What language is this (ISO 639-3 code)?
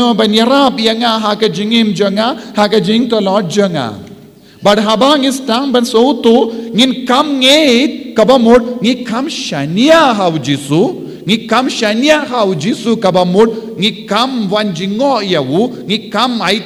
kha